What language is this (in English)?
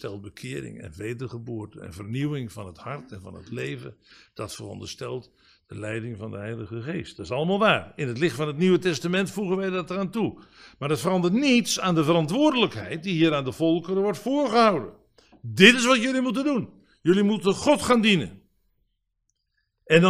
Dutch